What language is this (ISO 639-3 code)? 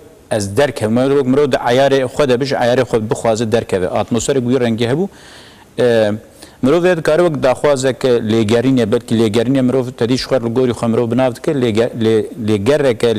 kur